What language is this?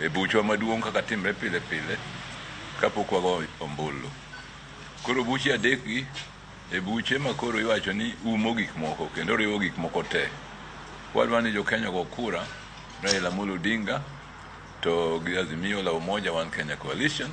Luo (Kenya and Tanzania)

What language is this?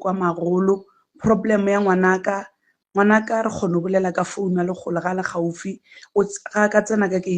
Northern Sotho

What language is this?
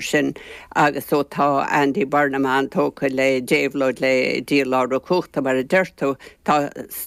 Irish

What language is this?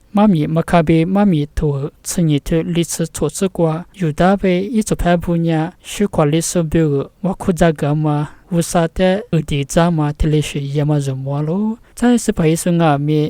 Lisu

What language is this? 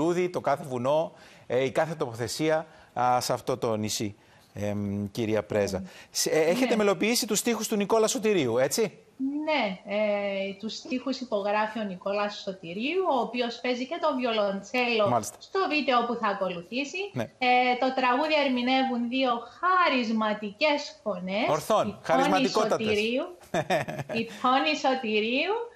Greek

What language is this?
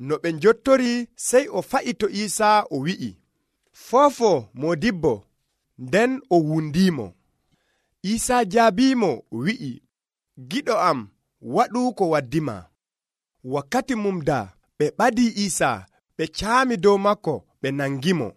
Nigerian Fulfulde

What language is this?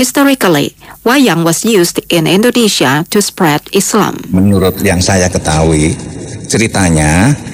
Indonesian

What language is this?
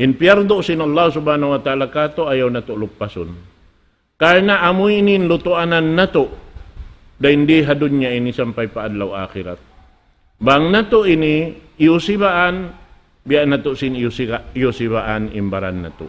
Tausug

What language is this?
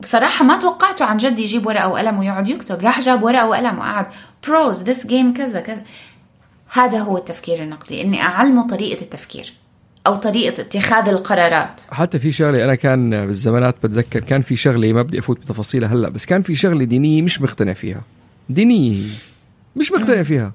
North Levantine Arabic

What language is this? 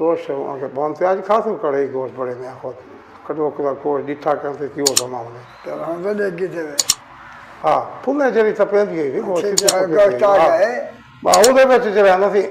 Saraiki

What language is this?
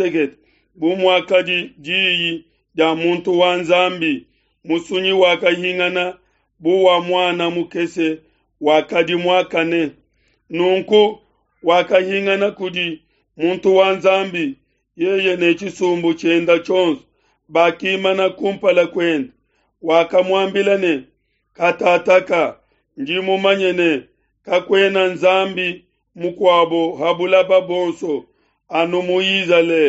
Luba-Lulua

